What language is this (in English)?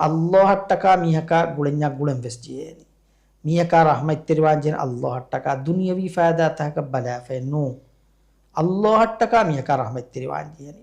Divehi